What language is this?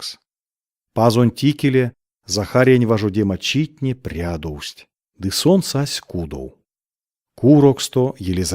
Erzya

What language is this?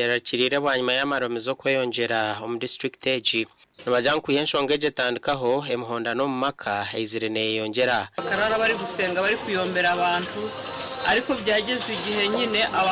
Nyankole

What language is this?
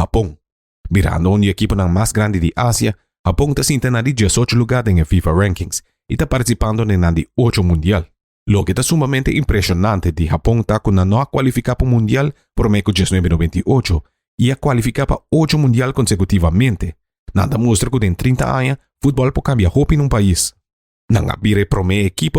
Papiamento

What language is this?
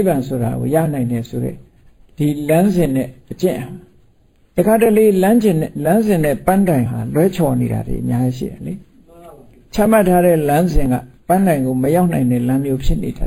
Burmese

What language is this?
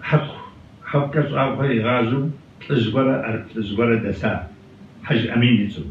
Kabardian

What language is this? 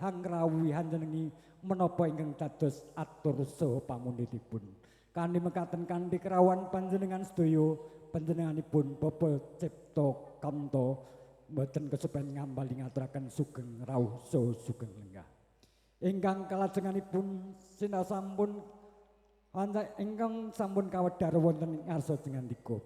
Javanese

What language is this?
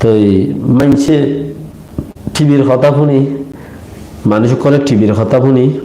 Rohingya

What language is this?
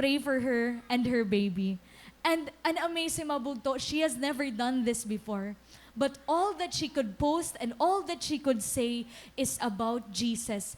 Waray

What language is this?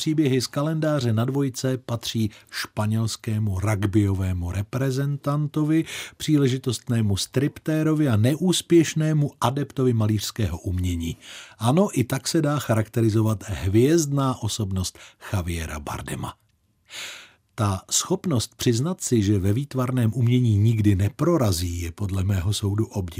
Czech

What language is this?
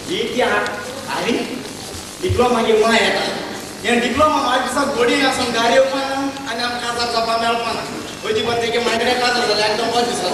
Konkani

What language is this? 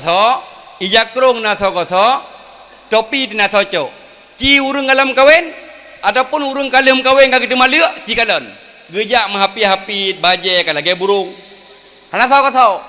Achinese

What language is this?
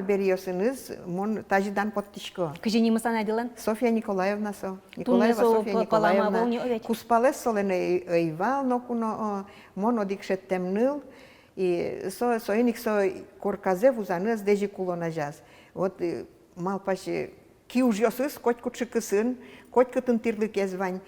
Udmurt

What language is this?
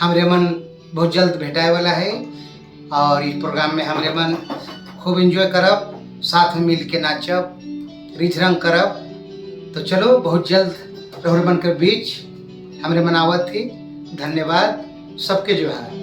Sadri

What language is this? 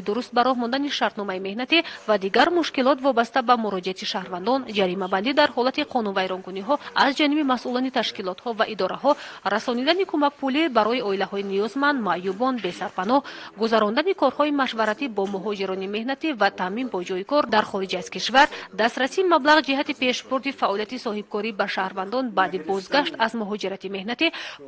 Tajik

